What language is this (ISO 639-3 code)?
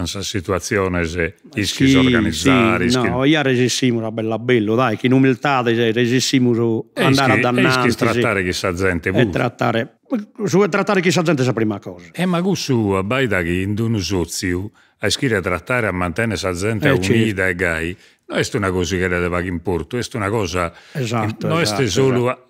srd